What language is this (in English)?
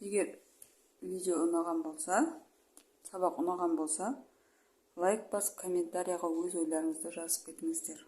Kazakh